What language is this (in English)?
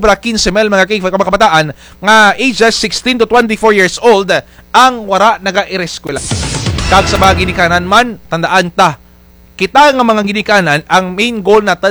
Hiligaynon